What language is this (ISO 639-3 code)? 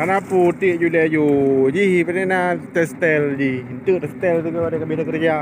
ace